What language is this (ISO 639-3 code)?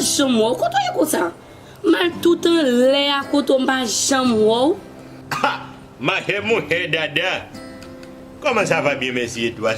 hat